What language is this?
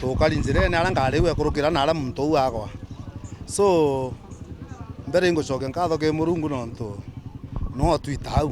Meru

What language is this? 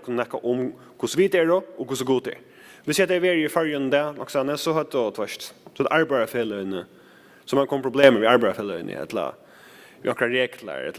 Faroese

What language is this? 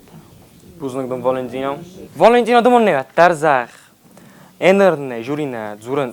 Ossetic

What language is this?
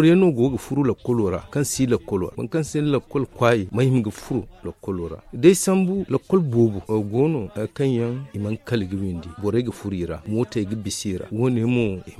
Zarma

